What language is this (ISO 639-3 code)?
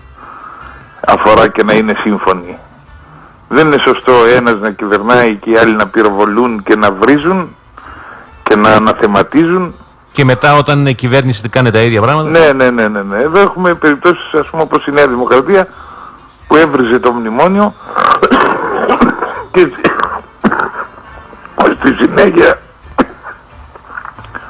ell